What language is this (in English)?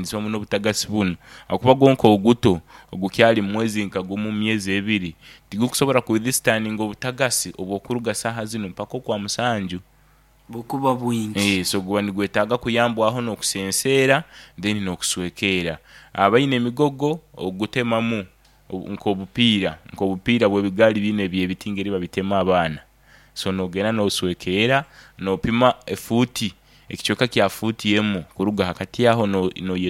Nyoro